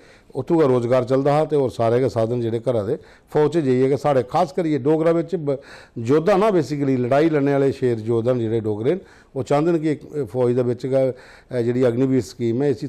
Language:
Dogri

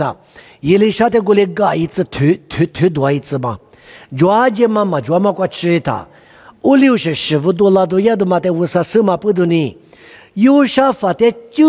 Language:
Lisu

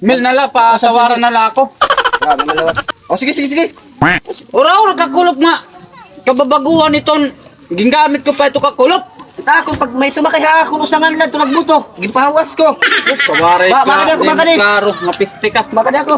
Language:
Waray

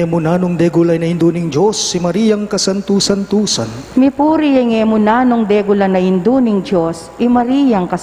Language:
Pampanga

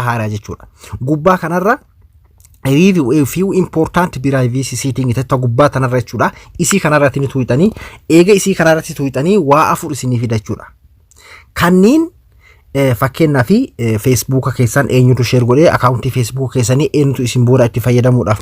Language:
Oromo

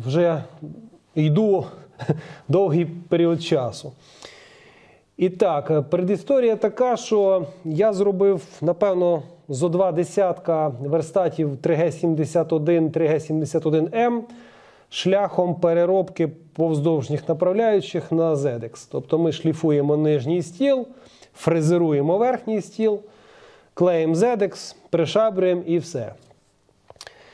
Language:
Ukrainian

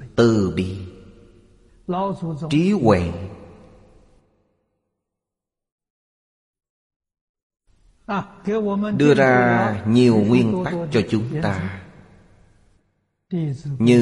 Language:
Vietnamese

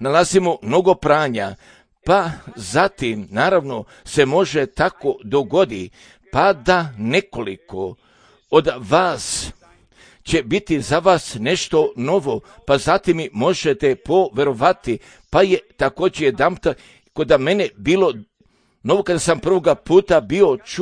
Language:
Serbian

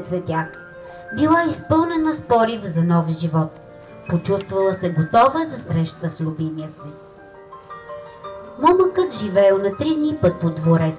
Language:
Bulgarian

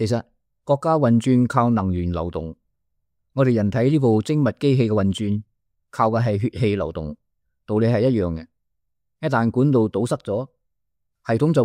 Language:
Cantonese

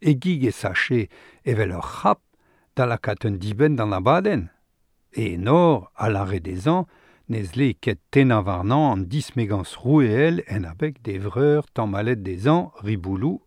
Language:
Breton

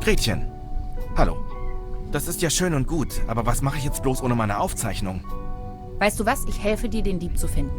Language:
Bavarian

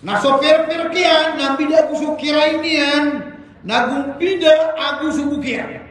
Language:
Maranao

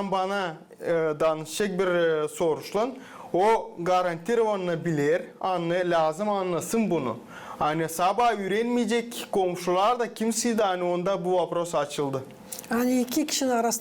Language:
Gagauz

